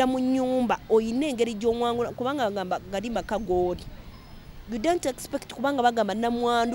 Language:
Ganda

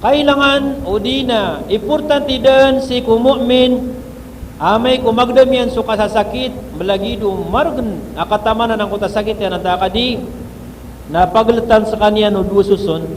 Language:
Maranao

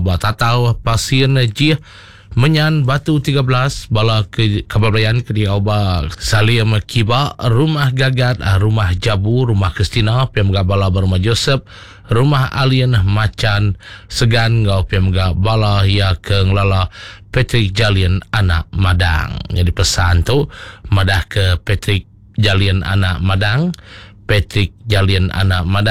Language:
Iban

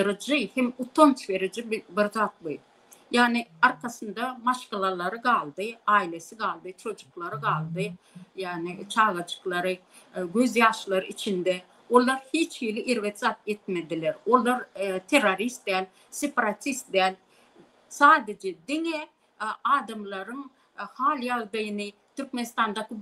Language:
Turkmen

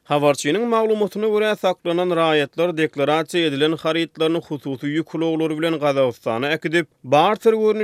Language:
Turkmen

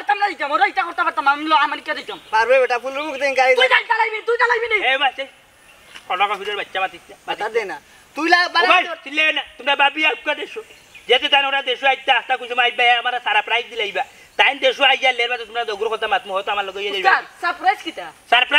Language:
Sylheti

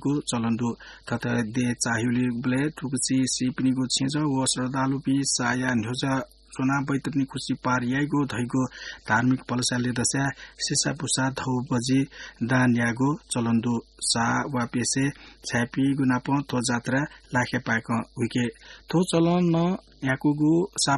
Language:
Newari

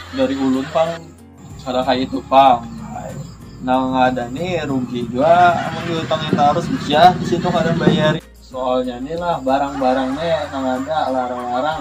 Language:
Banjar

